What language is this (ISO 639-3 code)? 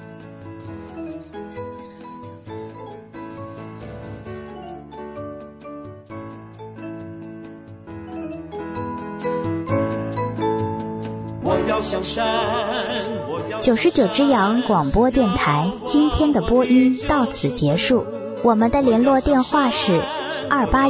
zho